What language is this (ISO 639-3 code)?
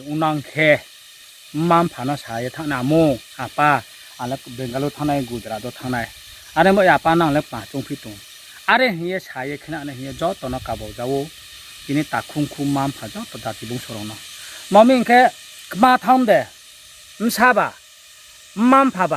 ria